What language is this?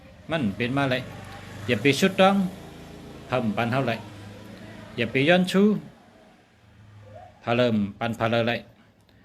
Shan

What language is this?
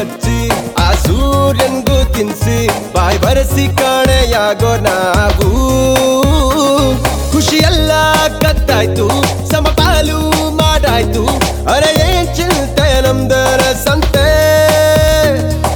Kannada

